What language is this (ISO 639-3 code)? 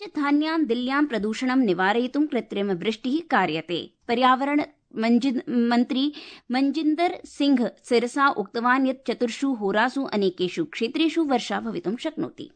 san